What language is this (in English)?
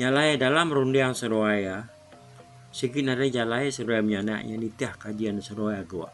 Iban